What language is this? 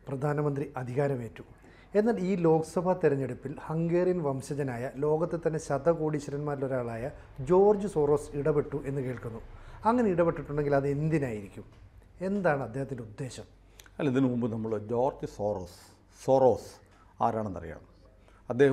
Malayalam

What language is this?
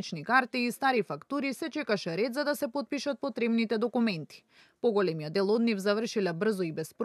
Macedonian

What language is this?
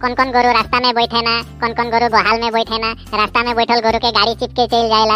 Sadri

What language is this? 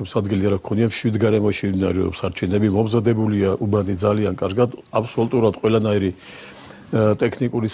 Georgian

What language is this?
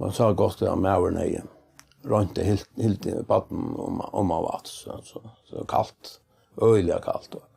Faroese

